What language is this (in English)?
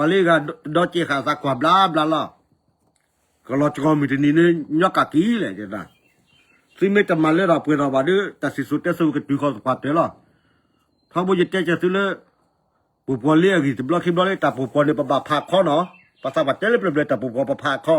S'gaw Karen